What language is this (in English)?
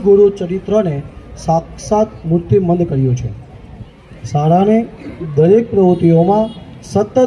Gujarati